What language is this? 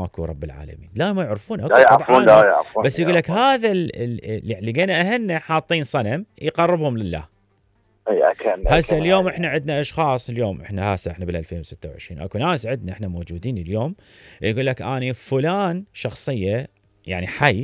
Mesopotamian Arabic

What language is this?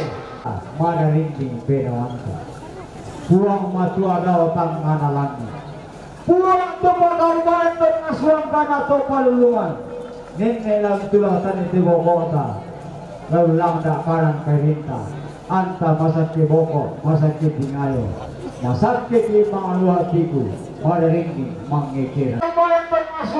Toraja-Sa'dan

